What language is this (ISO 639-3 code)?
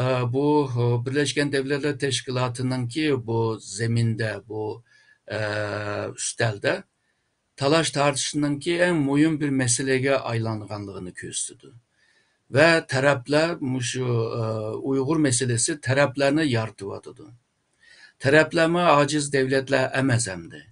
uig